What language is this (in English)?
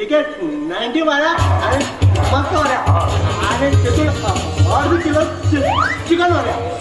Konkani